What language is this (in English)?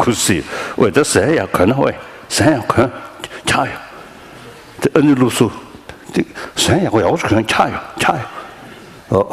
Tibetan